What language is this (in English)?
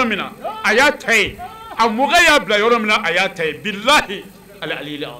Bambara